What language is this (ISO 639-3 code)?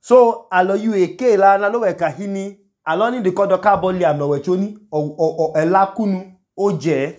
idu